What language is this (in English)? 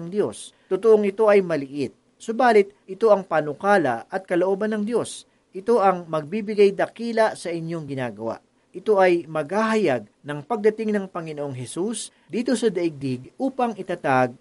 Filipino